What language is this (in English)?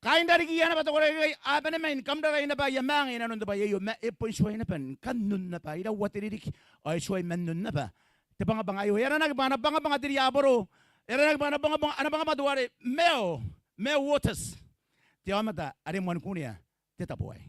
Gilbertese